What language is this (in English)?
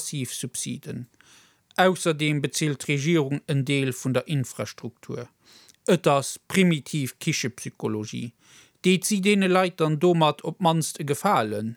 Luxembourgish